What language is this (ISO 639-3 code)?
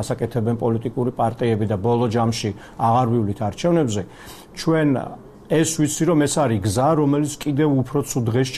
kat